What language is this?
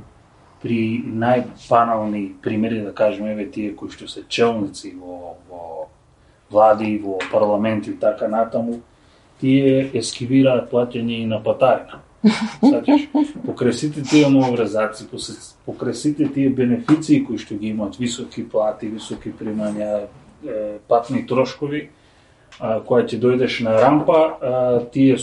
Macedonian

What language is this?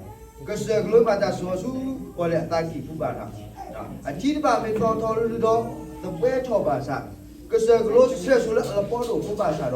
S'gaw Karen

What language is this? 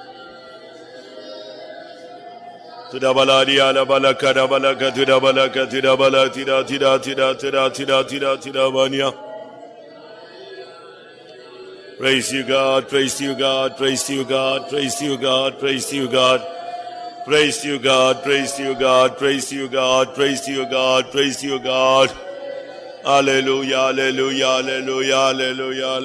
Tamil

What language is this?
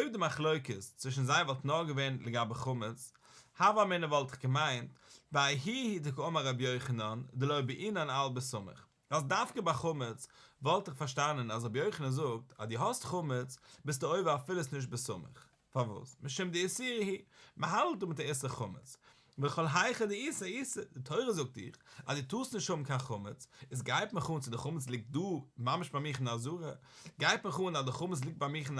Yiddish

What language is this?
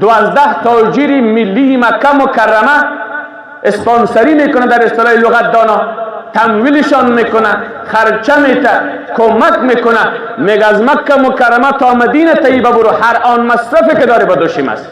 Persian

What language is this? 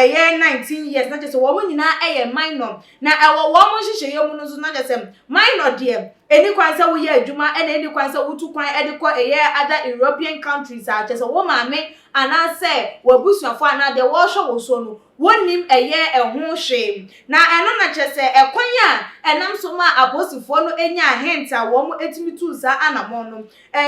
Akan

